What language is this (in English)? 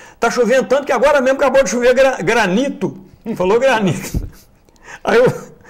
Portuguese